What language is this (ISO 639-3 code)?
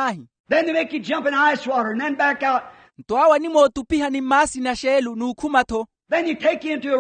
vmw